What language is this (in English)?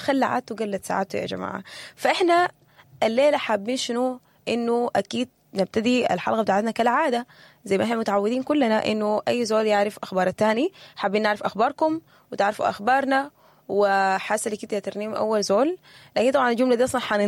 Sudanese Arabic